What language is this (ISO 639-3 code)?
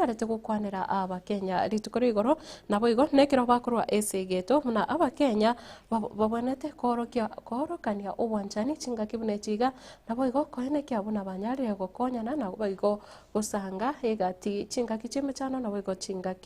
guz